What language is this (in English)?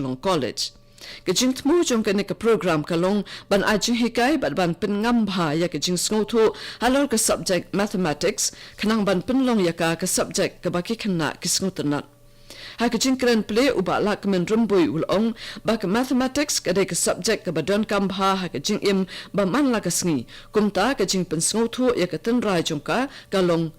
Khasi